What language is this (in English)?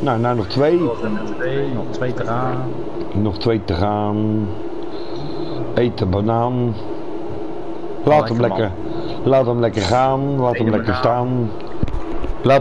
Dutch